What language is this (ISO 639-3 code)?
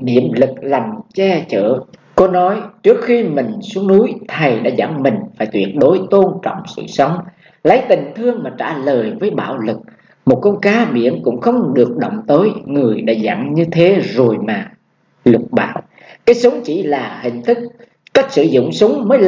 vie